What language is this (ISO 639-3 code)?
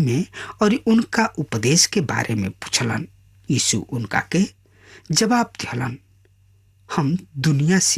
bho